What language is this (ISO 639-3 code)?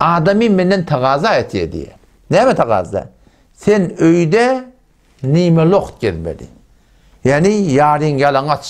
tuk